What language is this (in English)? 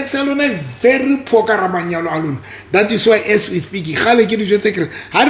Southern Sotho